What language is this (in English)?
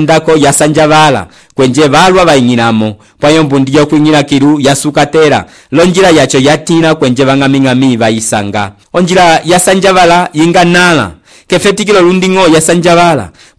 Umbundu